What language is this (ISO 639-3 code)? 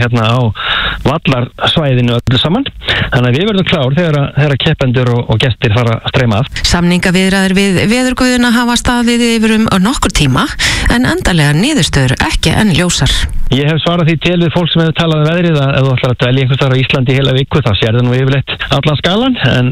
isl